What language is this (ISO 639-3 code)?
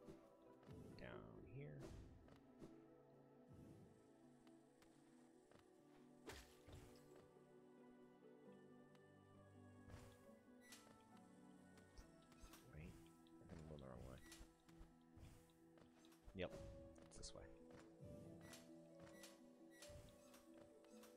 eng